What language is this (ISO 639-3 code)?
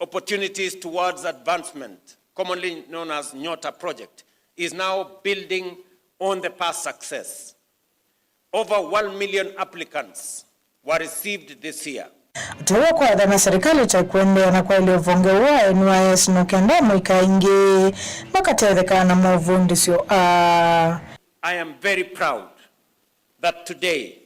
kam